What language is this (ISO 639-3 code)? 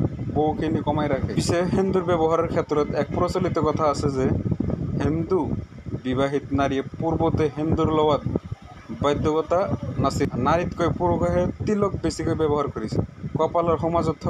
asm